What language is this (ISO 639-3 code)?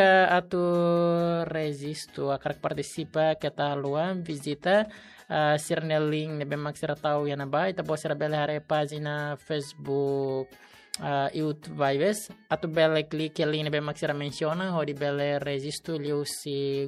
tet